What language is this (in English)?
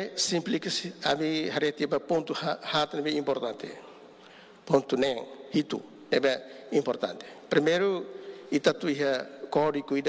Tetum